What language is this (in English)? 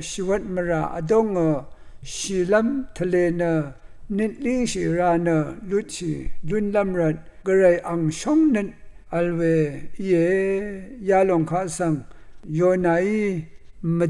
Rawang